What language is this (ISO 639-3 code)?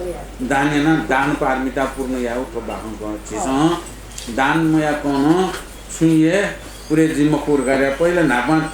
new